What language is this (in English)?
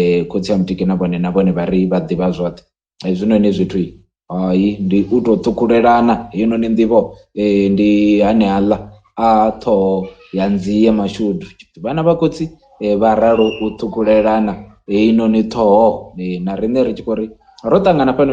Venda